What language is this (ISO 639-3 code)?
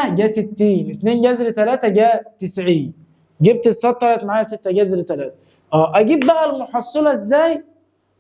arz